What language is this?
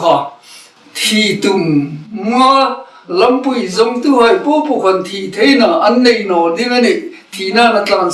Hmar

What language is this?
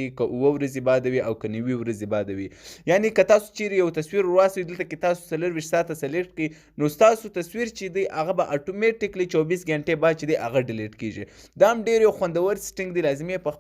Pashto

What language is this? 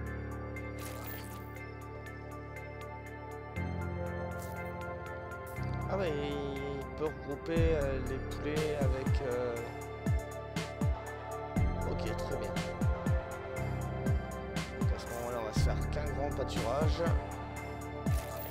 French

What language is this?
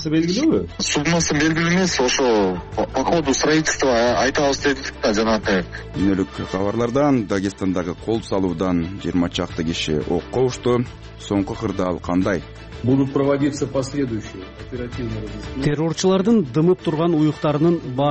Kyrgyz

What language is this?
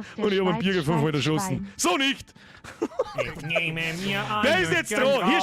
Bavarian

